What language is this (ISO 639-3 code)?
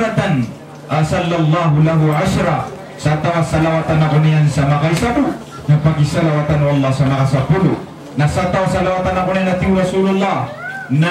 mrw